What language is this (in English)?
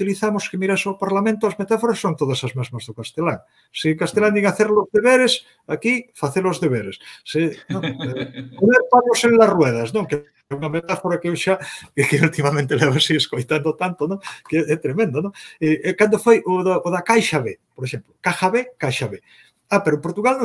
Galician